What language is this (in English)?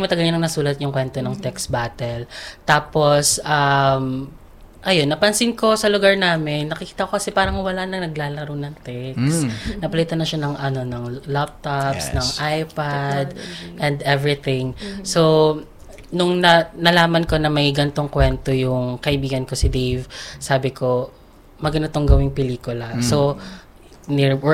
Filipino